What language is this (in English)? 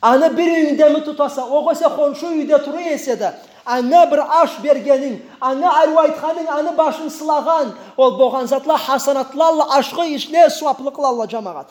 Karachay-Balkar